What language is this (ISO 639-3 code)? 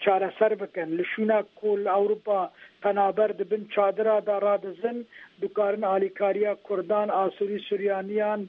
kur